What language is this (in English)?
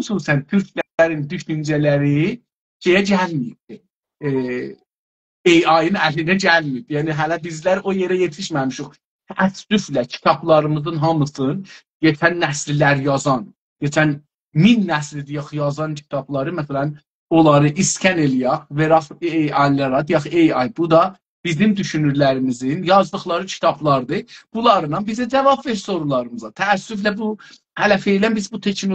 South Azerbaijani